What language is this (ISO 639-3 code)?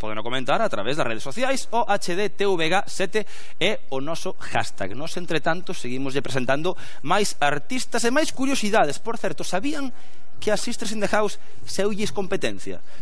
glg